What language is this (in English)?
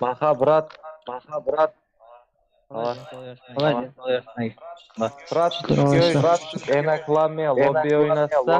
Kara-Kalpak